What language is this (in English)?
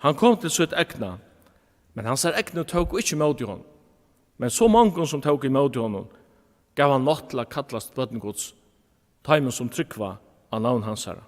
Faroese